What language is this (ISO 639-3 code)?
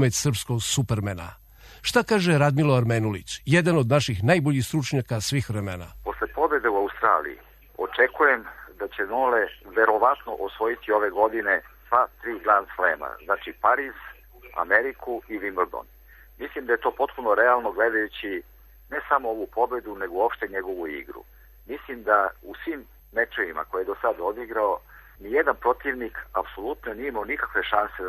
srp